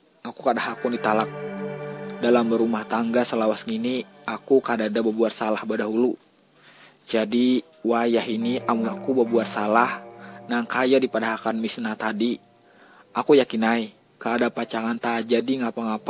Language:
Banjar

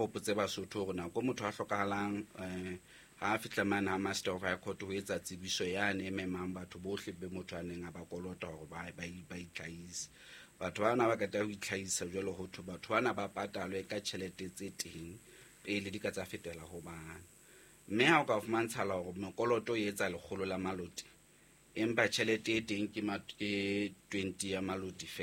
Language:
Southern Sotho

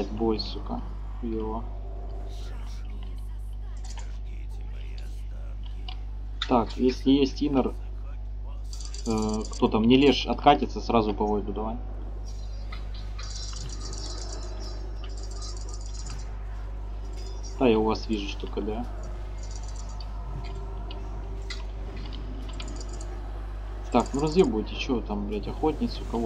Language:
Russian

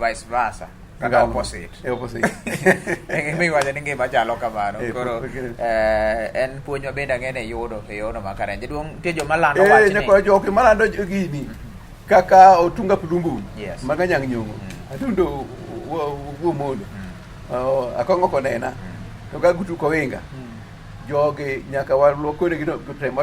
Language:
Luo (Kenya and Tanzania)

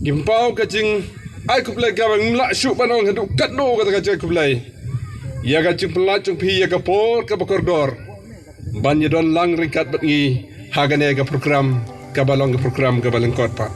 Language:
Khasi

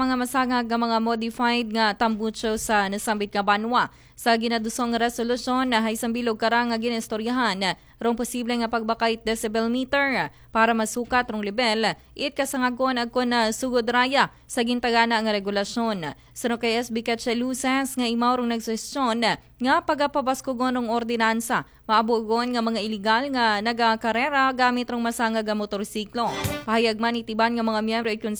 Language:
Aklanon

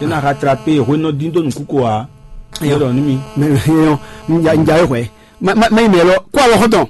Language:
Fon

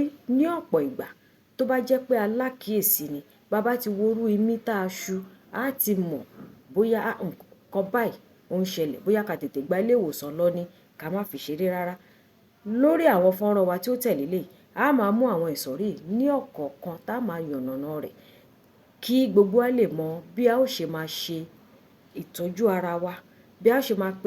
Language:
Yoruba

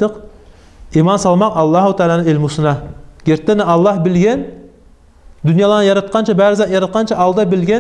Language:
Kumyk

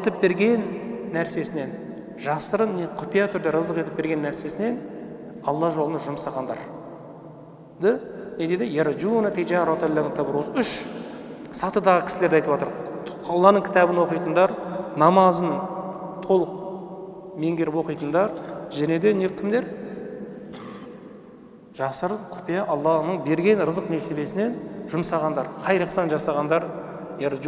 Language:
Kazakh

